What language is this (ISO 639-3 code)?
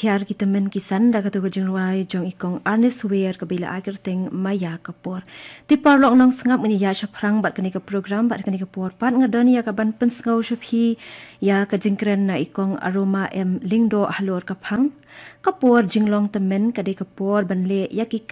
kha